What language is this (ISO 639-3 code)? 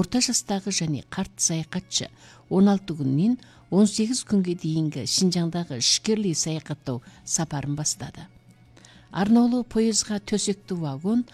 kaz